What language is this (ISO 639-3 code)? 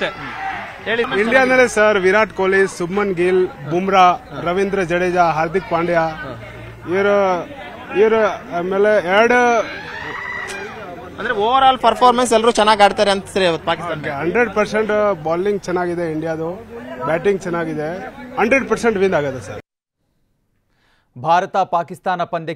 kan